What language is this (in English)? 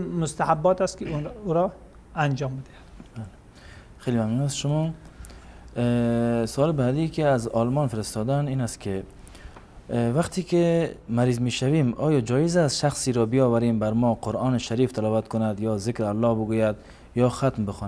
Persian